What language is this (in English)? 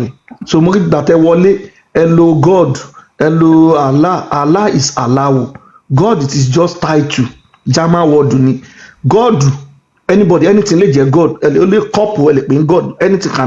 Yoruba